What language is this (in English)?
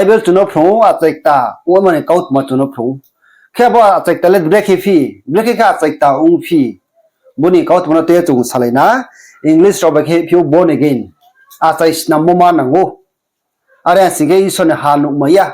Riang (India)